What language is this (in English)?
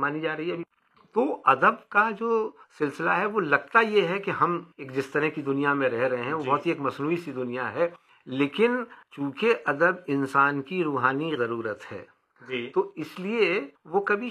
Urdu